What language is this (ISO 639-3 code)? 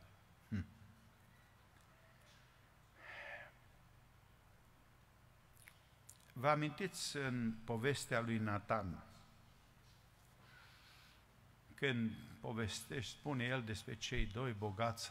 ron